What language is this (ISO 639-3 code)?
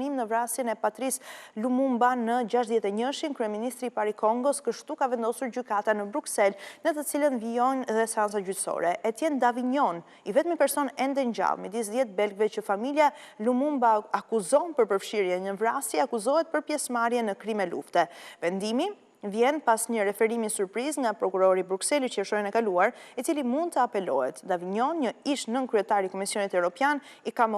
sqi